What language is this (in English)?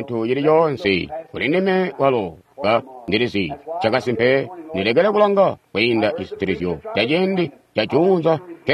Tonga (Zambia)